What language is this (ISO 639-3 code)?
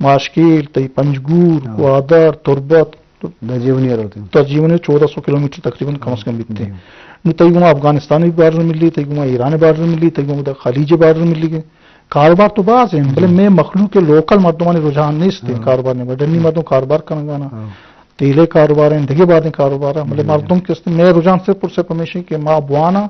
bgp